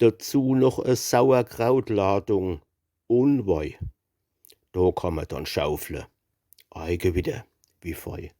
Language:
Palatine German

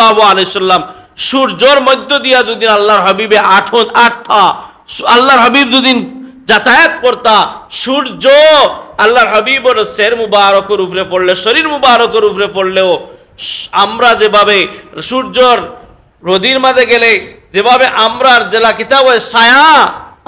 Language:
Sylheti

